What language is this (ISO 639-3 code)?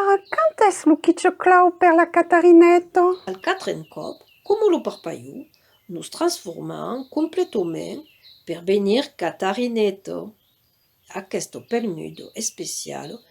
oci